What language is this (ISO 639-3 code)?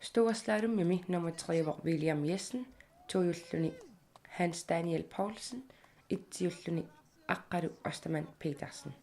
kal